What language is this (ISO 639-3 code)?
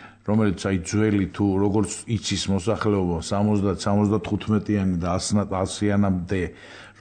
kat